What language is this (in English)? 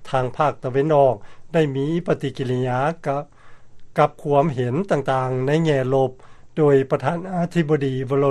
Lao